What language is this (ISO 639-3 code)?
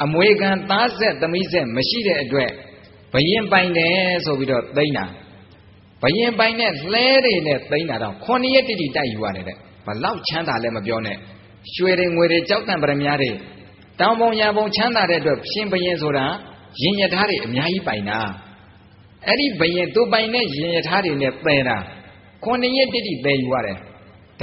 mya